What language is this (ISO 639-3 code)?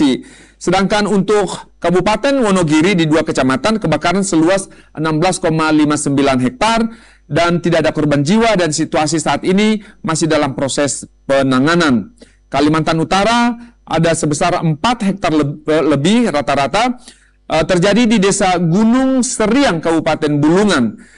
ind